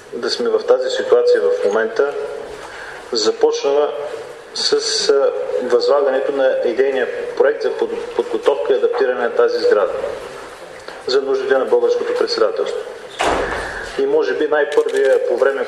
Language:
Bulgarian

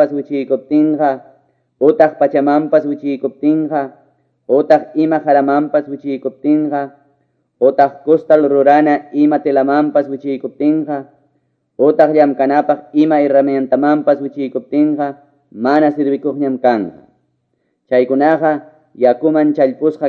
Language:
Quechua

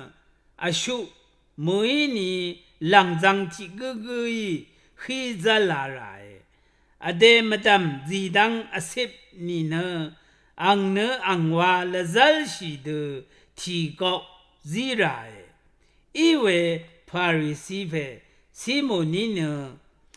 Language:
Rawang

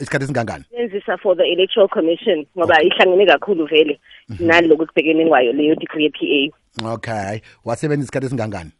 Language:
South Ndebele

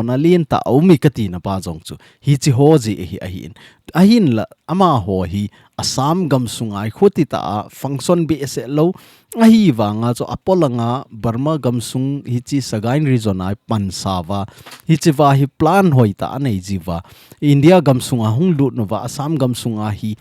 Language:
Thado Chin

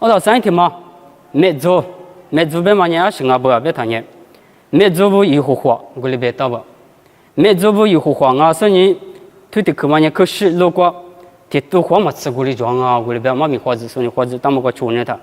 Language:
Lisu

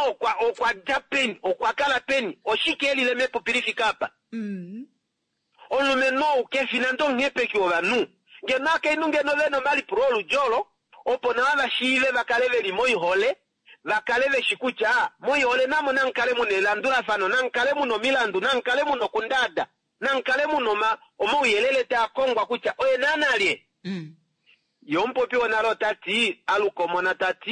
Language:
Kuanyama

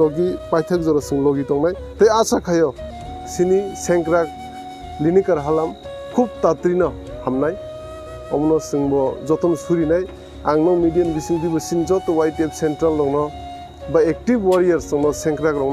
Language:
Kok Borok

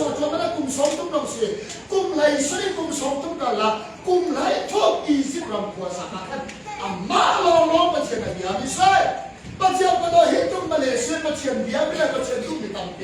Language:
Hakha Chin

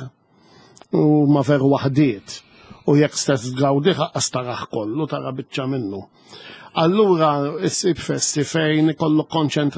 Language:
Maltese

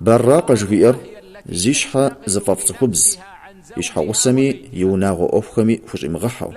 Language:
Kabardian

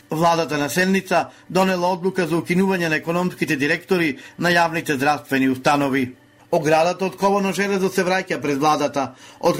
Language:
Macedonian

